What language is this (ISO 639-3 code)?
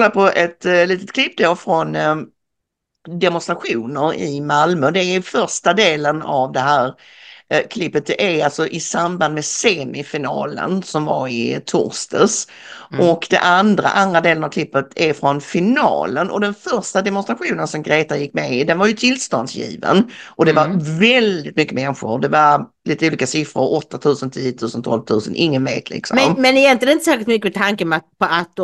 swe